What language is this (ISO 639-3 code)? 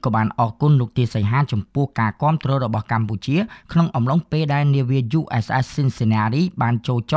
khm